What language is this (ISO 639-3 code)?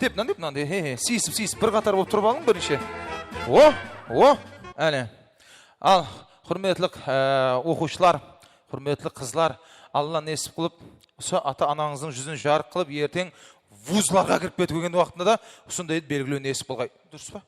kaa